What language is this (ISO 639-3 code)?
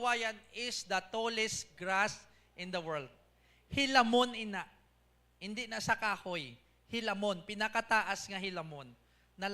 hil